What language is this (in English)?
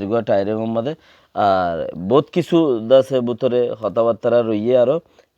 Rohingya